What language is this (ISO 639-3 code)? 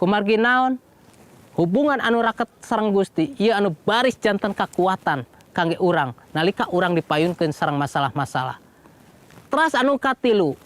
sun